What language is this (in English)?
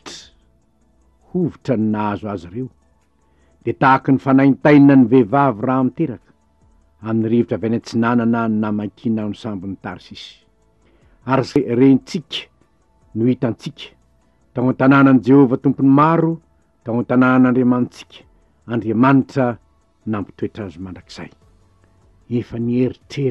Malagasy